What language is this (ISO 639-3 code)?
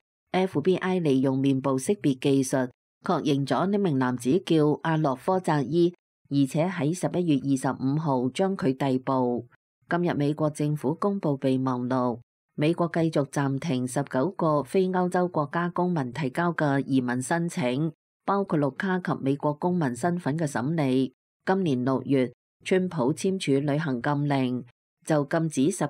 yue